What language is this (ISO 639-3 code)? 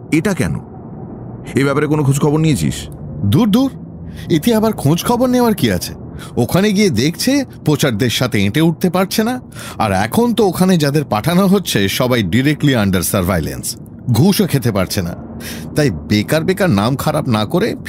ben